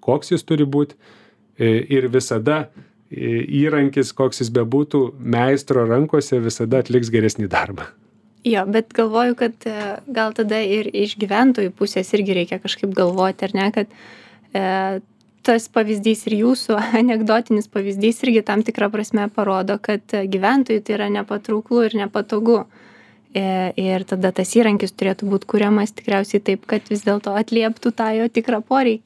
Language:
Lithuanian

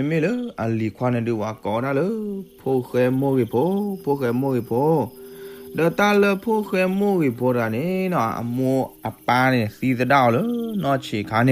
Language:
S'gaw Karen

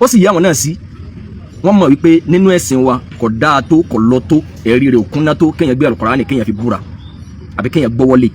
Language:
Yoruba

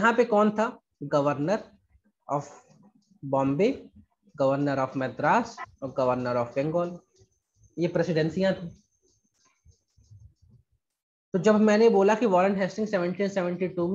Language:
Hindi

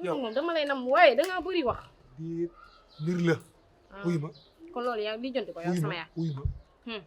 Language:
Wolof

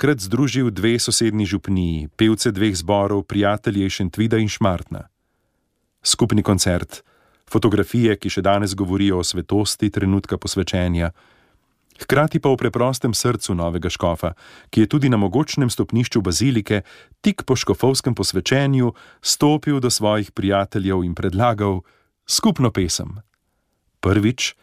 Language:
Slovenian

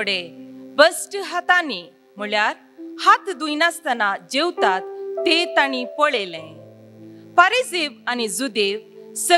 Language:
Konkani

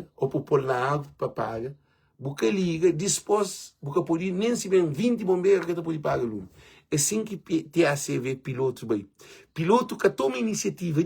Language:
Kabuverdianu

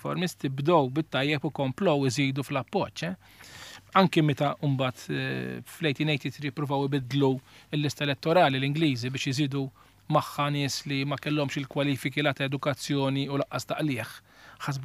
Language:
Maltese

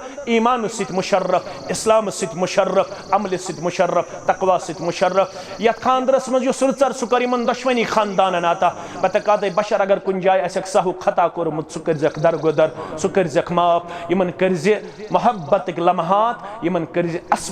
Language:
Kashmiri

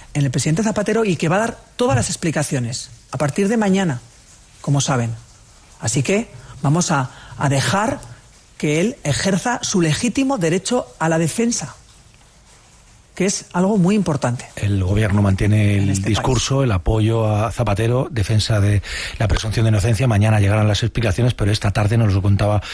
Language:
Spanish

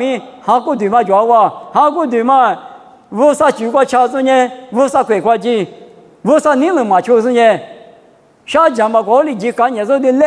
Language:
Lisu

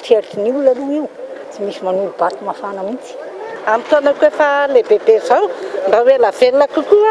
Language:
Malagasy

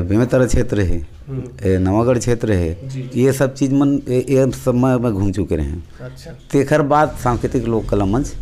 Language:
Chhattisgarhi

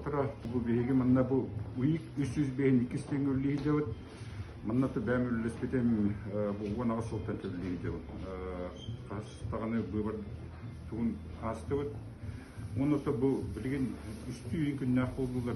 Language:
Yakut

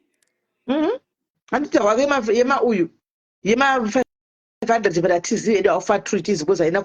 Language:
Shona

